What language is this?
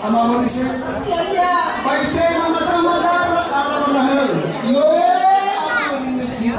Nias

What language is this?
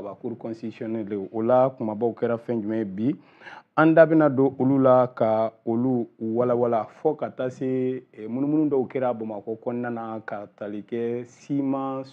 Bambara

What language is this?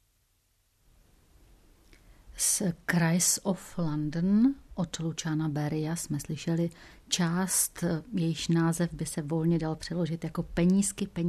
Czech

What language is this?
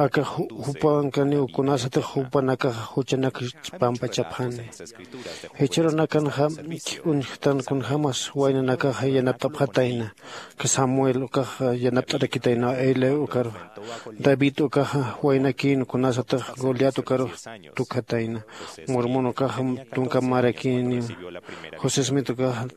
Aymara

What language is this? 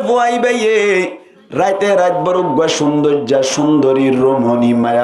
Rohingya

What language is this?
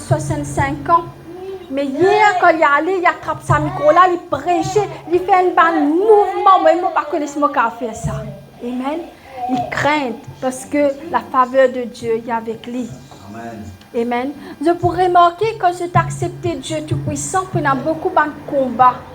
Morisyen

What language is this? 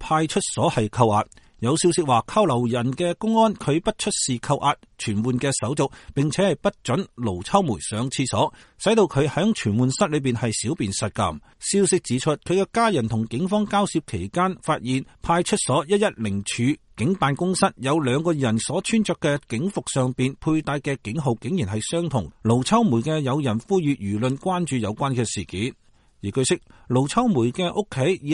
Cantonese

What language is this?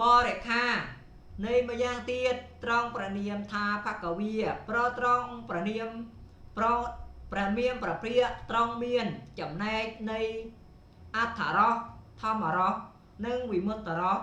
Khmer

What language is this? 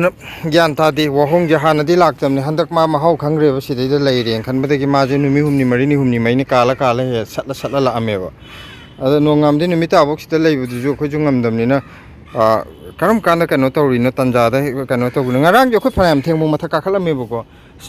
Manipuri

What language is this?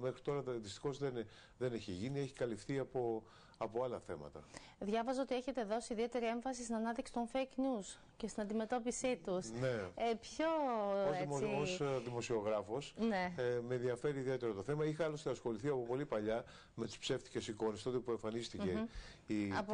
Greek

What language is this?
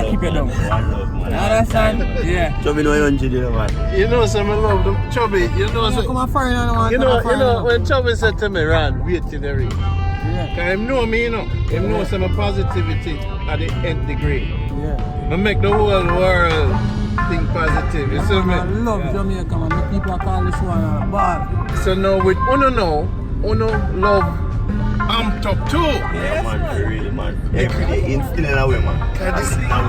Jamaican Creole English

